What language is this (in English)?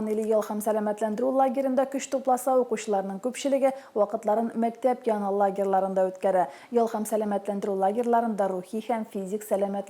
Tatar